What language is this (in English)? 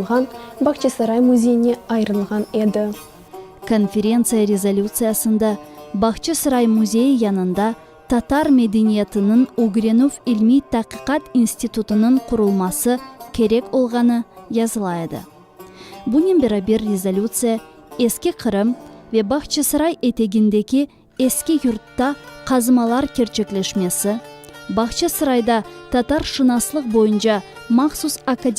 Crimean Tatar